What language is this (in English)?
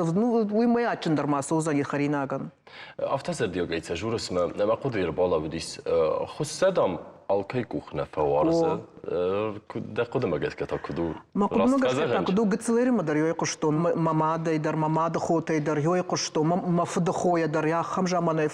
Ossetic